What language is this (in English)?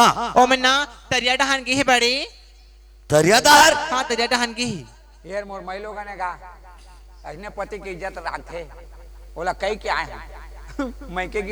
Chhattisgarhi